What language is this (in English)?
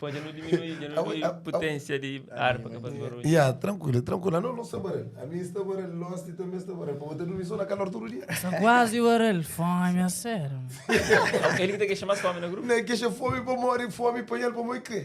Kabuverdianu